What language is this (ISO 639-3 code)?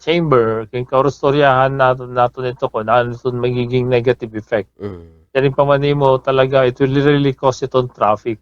war